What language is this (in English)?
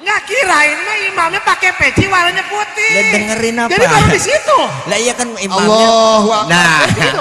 Betawi